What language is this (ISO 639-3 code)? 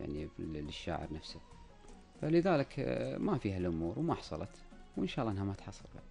afb